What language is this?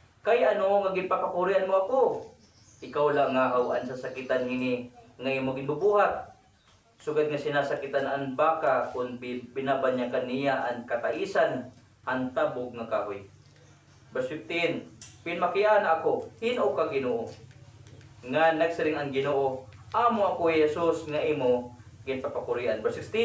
Waray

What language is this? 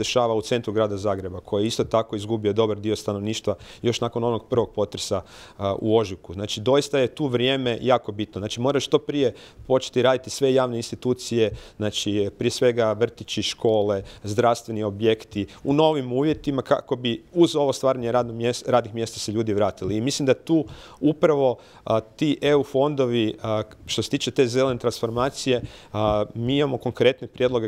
Croatian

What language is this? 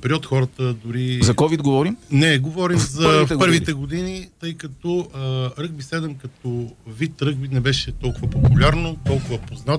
Bulgarian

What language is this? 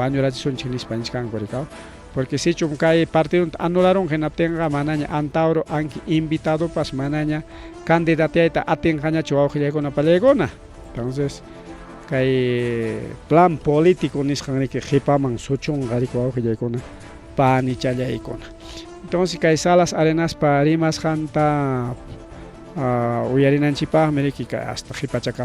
Ayacucho Quechua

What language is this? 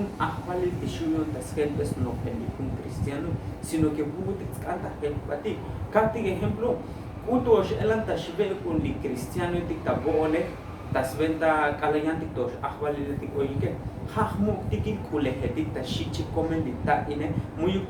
Tzotzil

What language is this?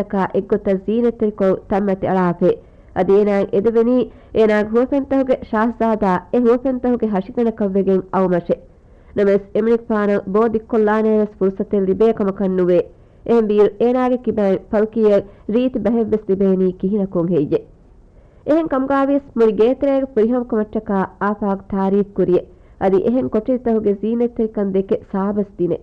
Divehi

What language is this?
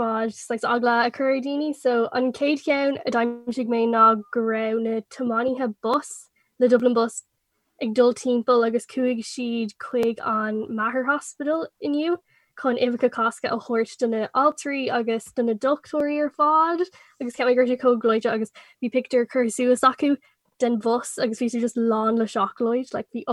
Irish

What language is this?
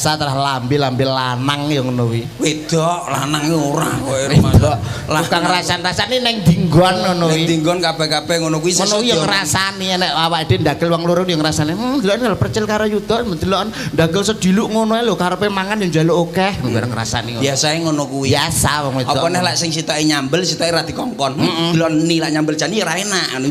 Javanese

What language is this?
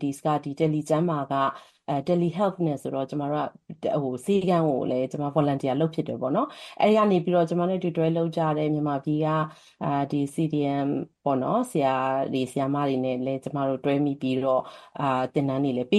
Burmese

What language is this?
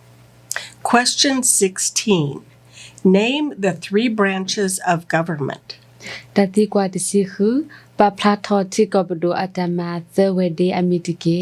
S'gaw Karen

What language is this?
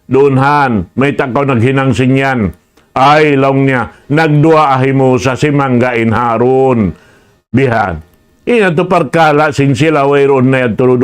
Tausug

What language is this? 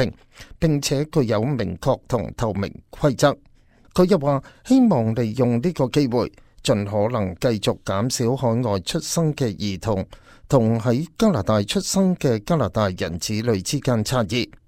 Cantonese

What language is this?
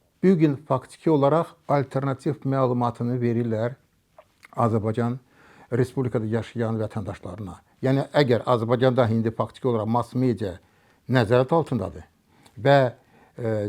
Azerbaijani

